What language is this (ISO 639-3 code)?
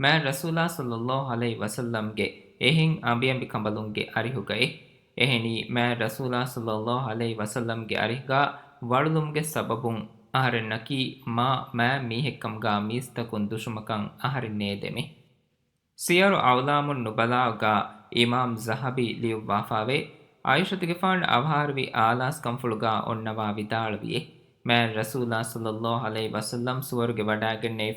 div